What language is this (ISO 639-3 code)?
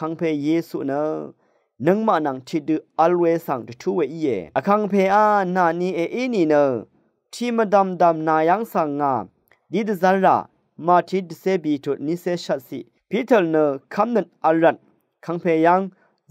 raw